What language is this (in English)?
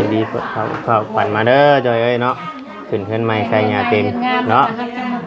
Northeastern Thai